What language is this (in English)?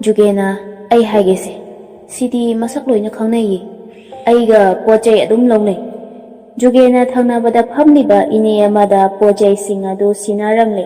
Manipuri